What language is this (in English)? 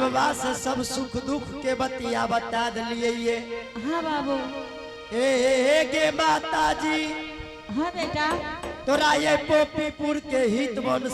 Angika